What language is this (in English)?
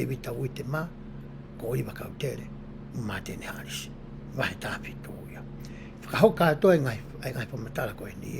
Tongan